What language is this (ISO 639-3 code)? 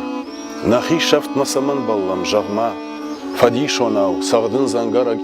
oss